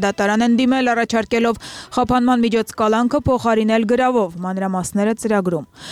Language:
Armenian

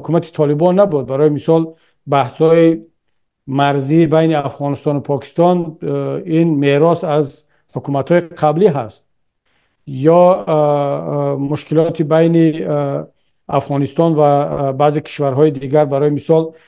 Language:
Tajik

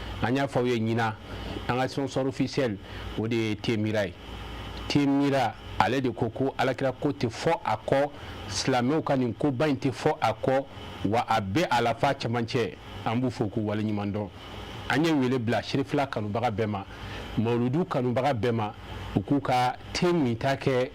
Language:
Bambara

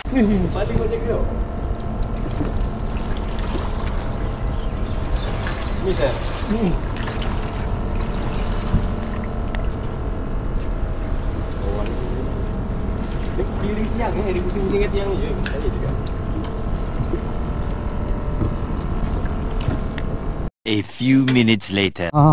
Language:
Malay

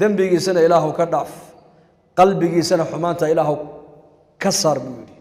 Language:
Somali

